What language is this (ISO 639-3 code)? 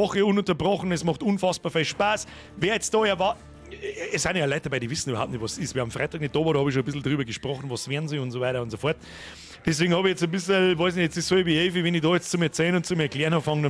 bar